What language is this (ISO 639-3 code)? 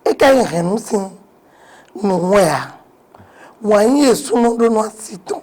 fon